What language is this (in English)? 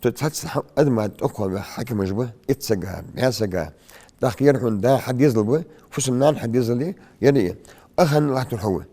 Ingush